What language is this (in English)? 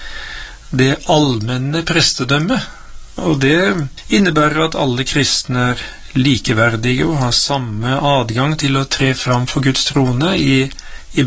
Norwegian